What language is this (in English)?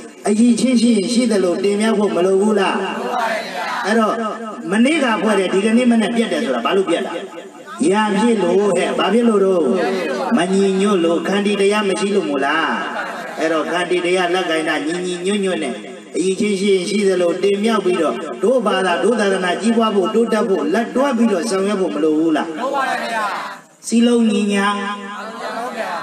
Burmese